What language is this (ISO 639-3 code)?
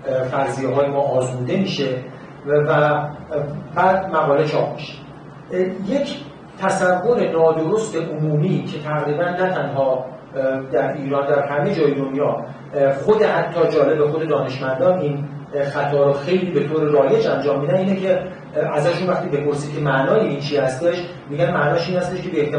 fas